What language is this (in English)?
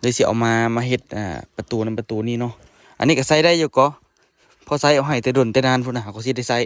Lao